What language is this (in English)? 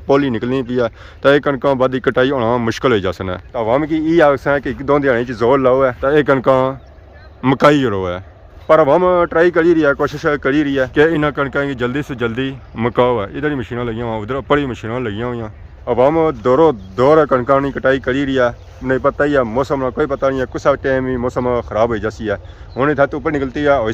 Pahari-Potwari